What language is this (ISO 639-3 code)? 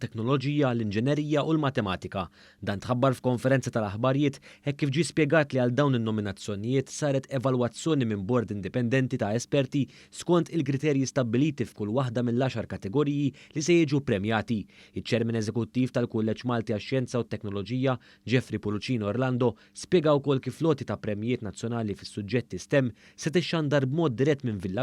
mlt